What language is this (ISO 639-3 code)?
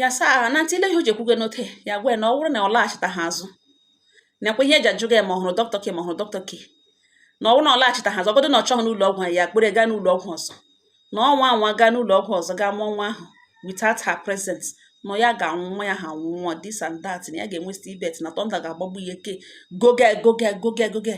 ibo